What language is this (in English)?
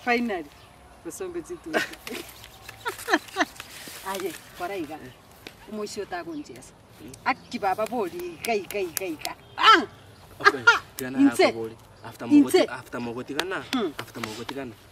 Swahili